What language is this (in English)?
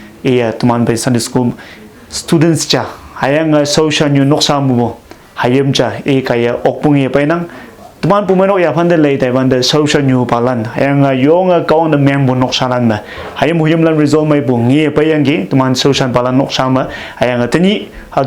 Konyak Naga